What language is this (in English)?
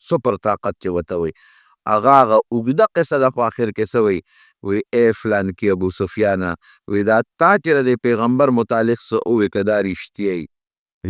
Pashto